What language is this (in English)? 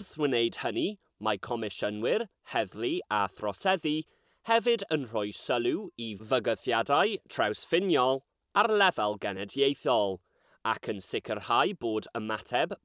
Welsh